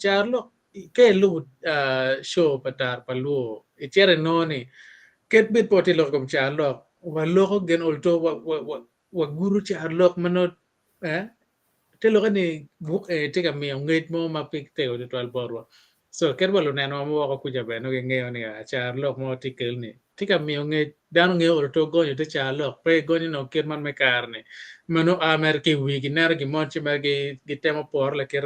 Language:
Acoli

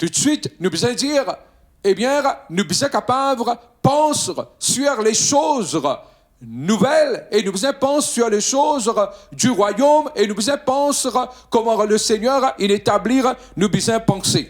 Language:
Morisyen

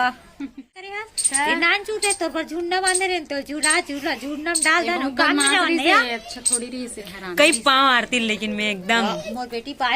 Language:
Chhattisgarhi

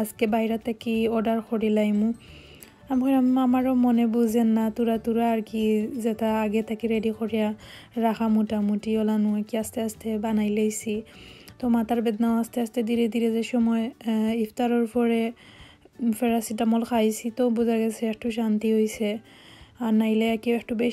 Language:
Sylheti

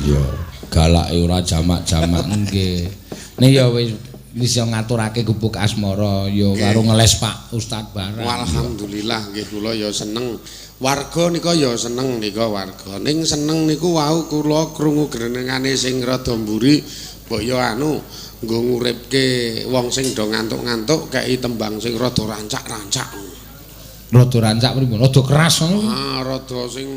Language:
Javanese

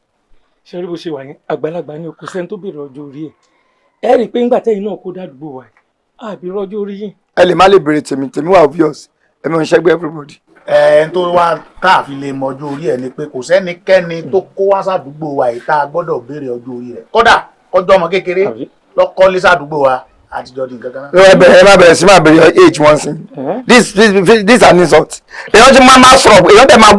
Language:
Yoruba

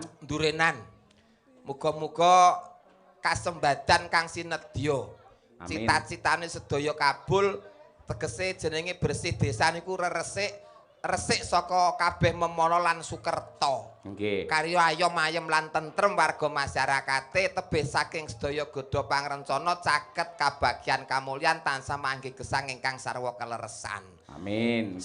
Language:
Javanese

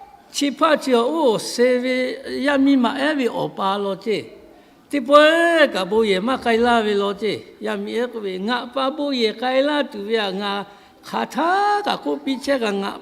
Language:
Lahu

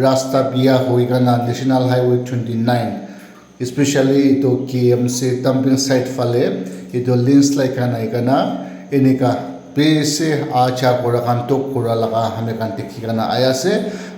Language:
Naga Pidgin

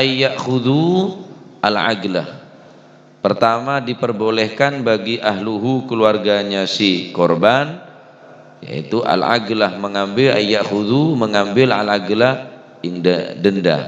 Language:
Madurese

